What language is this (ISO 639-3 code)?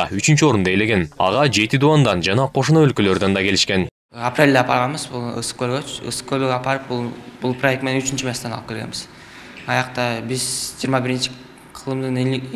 kir